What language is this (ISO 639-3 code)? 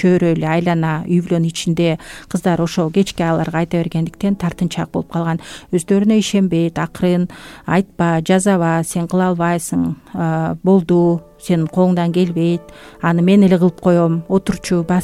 kir